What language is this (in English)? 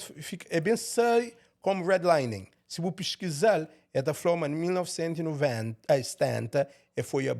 Kabuverdianu